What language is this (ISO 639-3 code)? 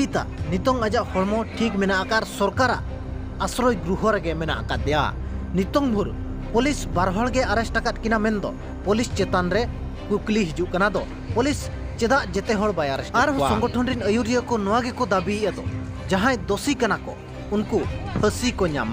sat